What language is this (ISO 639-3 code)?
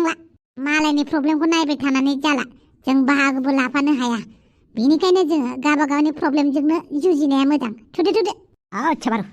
brx